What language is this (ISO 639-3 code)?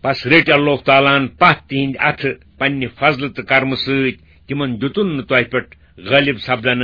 kas